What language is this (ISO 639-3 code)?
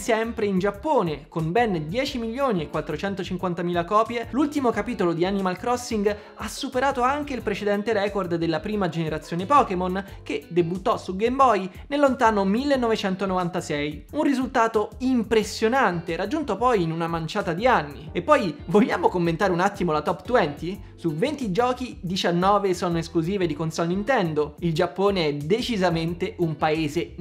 ita